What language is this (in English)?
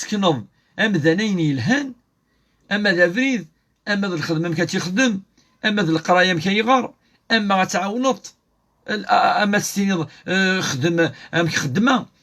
Kabyle